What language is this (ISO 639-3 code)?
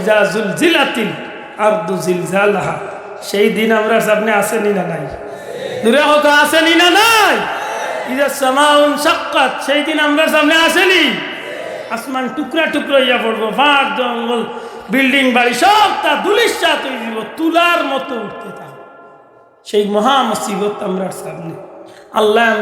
syl